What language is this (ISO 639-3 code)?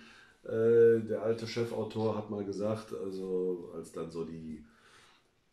deu